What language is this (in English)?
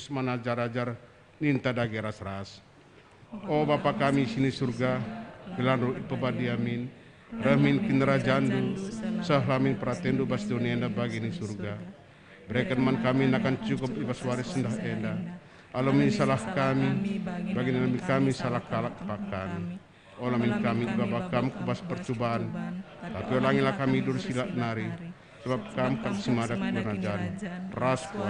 Batak Karo